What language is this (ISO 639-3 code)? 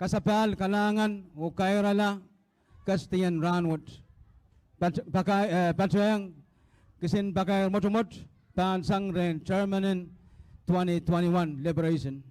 pon